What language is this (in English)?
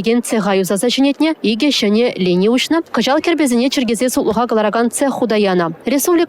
Chuvash